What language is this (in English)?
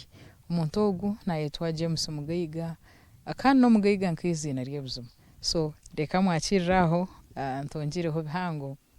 Nyankole